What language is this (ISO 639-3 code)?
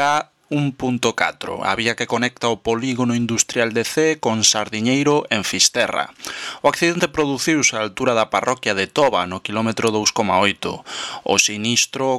glg